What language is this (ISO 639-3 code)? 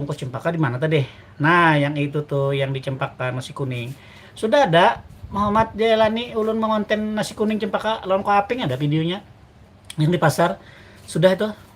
bjn